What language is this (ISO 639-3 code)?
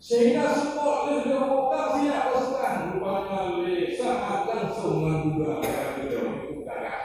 ace